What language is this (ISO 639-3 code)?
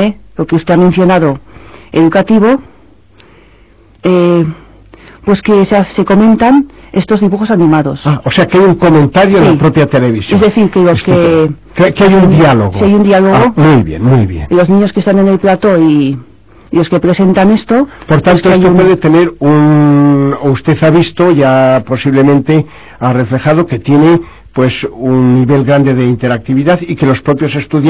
spa